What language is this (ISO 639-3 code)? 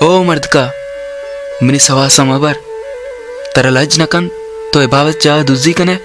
bal